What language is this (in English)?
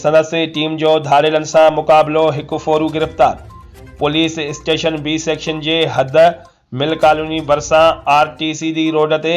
Sindhi